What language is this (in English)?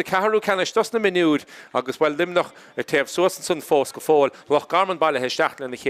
Irish